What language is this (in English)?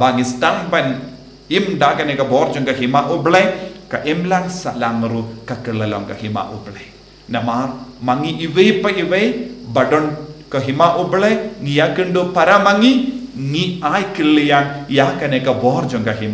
Khasi